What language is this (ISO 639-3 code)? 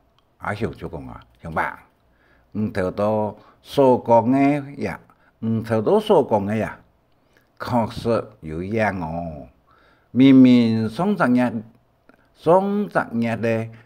hak